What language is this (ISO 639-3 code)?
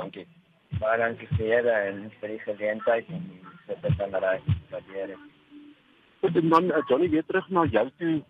afr